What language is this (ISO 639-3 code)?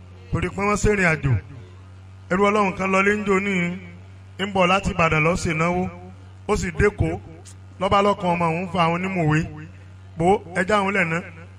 yor